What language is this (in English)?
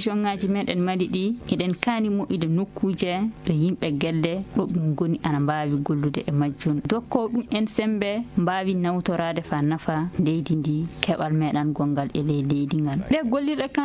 Fula